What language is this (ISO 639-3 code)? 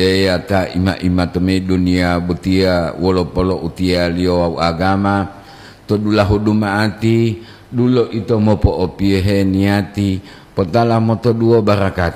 gor